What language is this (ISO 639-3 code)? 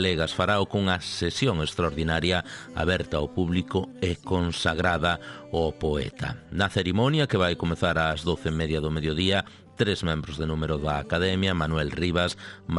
glg